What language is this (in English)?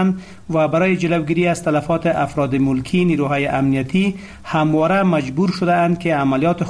Persian